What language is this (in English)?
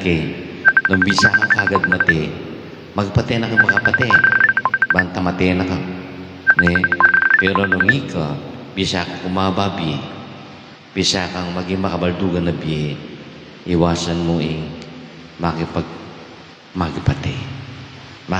Pampanga